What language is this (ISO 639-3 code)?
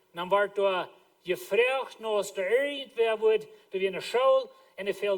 pdt